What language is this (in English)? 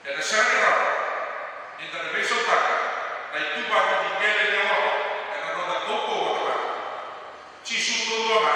Fijian